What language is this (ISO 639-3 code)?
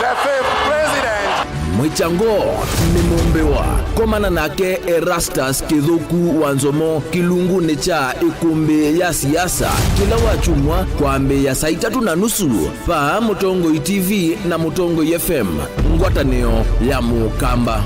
kam